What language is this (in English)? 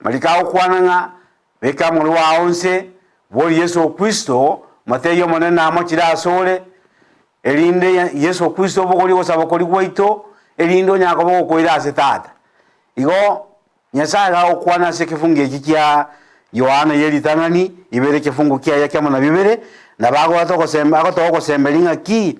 Gusii